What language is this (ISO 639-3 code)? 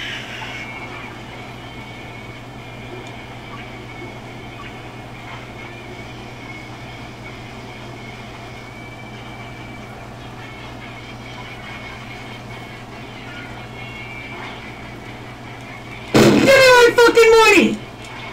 eng